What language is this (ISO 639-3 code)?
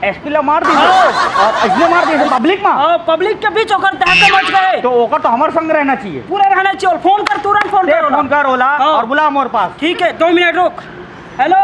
hne